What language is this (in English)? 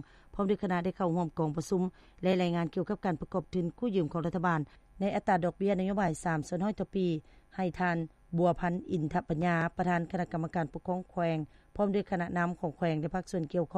Lao